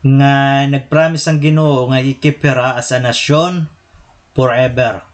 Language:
Waray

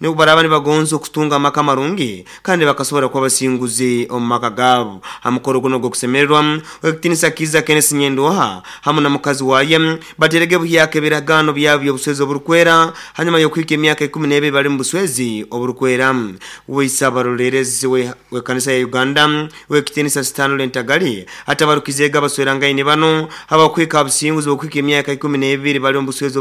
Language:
Nyoro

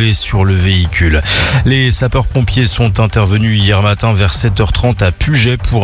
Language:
French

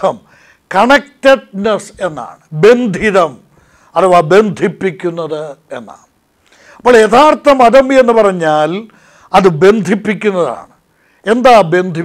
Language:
Malayalam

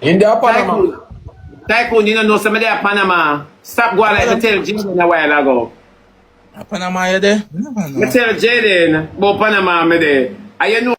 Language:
Jamaican Creole English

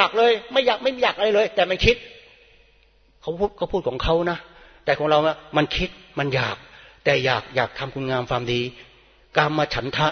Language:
Thai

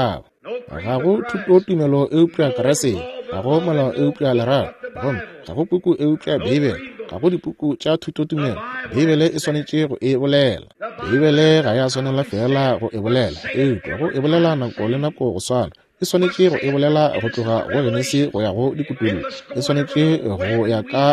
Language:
Northern Sotho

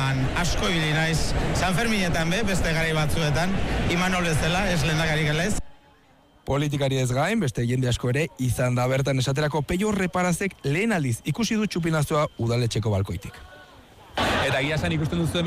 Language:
Basque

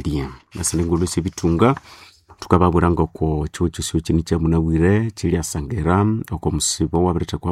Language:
Nande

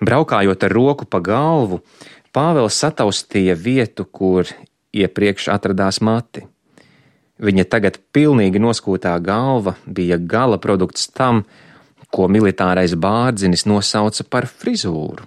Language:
Latvian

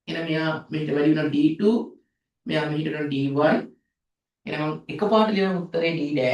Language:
Sinhala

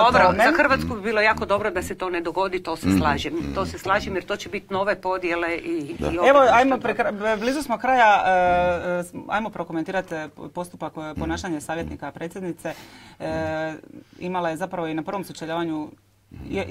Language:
Croatian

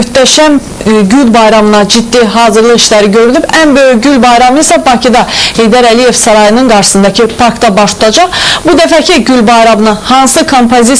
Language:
Azerbaijani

